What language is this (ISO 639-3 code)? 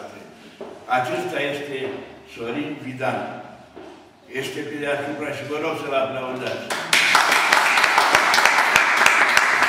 ron